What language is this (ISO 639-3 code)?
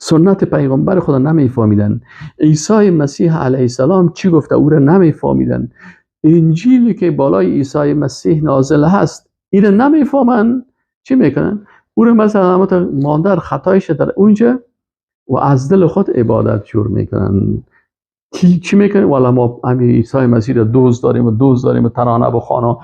fas